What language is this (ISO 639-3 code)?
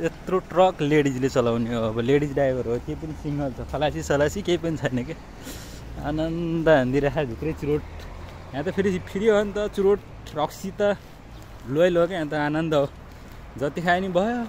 nep